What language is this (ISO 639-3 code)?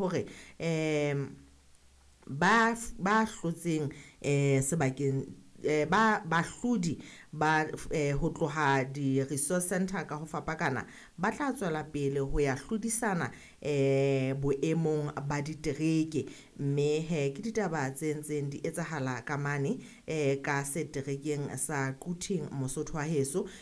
sot